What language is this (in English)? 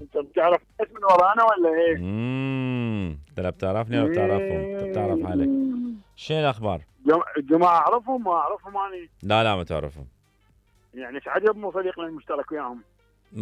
Mesopotamian Arabic